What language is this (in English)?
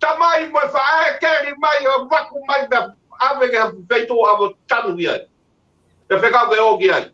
Tongan